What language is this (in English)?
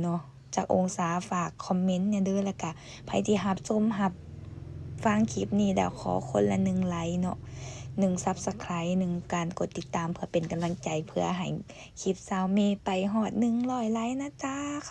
Lao